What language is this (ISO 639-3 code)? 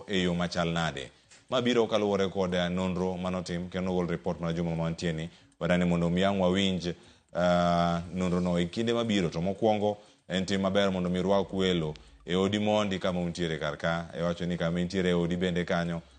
luo